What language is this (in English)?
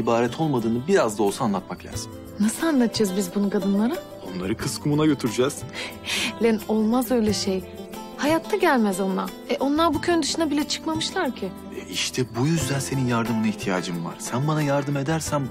Turkish